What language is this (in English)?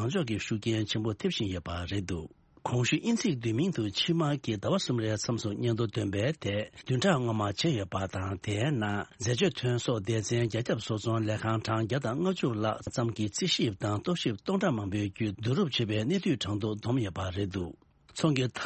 Tibetan